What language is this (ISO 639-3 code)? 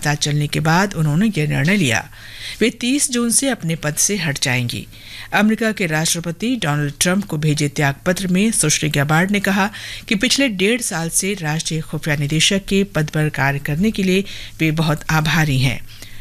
hin